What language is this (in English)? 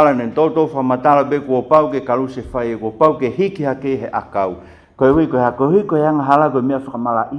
Tongan